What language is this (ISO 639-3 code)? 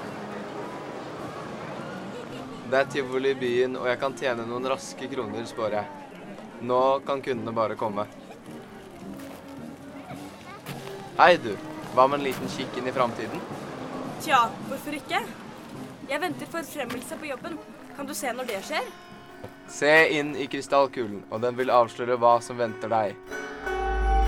nor